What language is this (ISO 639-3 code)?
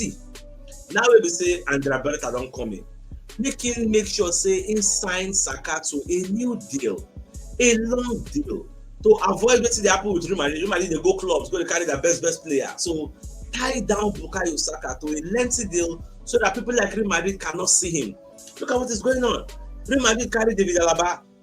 pcm